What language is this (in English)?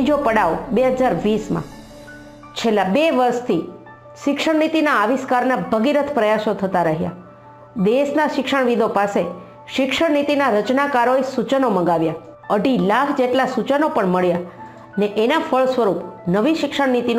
Gujarati